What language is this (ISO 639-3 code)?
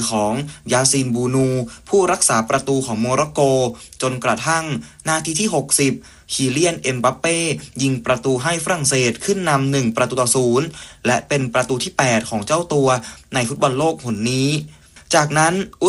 tha